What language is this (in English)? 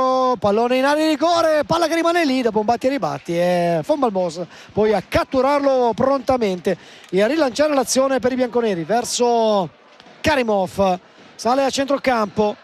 Italian